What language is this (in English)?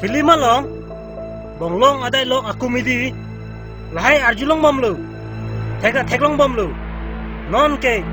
Karbi